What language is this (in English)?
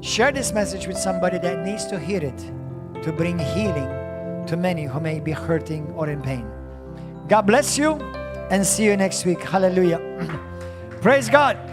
English